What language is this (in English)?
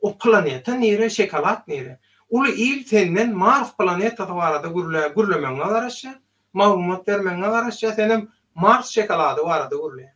Turkmen